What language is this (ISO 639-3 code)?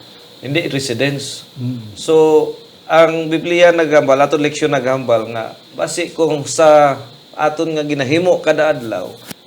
hil